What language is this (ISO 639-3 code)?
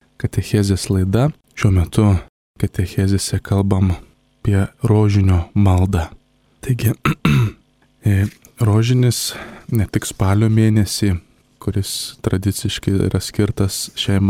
lit